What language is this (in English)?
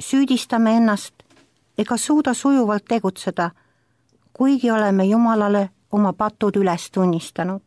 Estonian